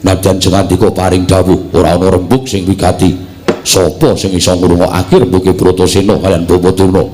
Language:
Javanese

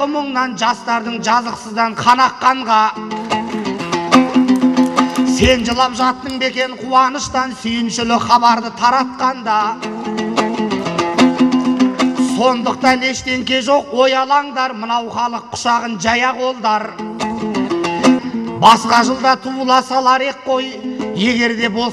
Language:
Kazakh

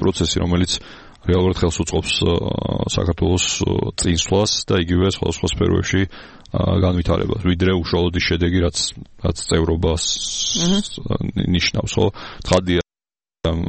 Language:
Georgian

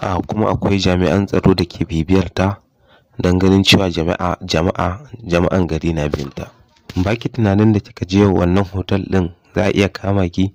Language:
Hausa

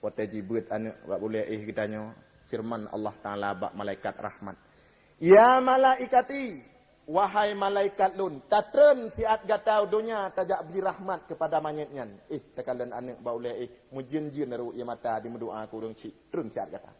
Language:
Achinese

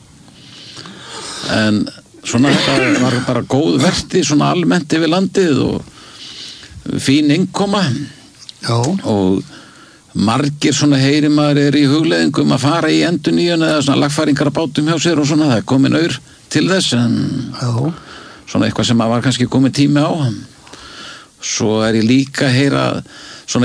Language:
Icelandic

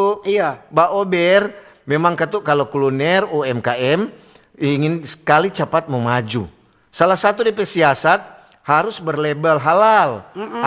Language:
Manado Malay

